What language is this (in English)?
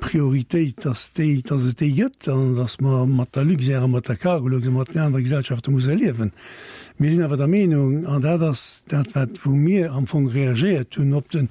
Luxembourgish